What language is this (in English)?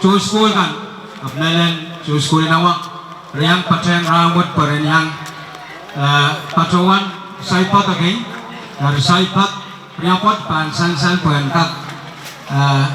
Pohnpeian